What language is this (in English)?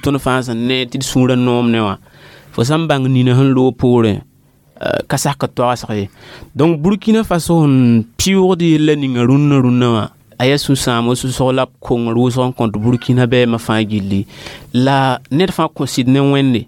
Mossi